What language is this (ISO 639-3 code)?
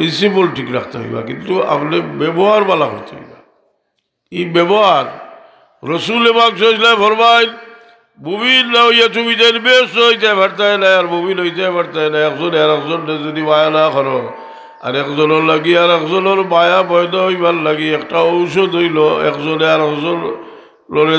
syl